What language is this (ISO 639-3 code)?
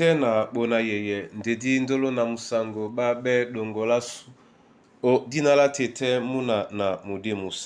dua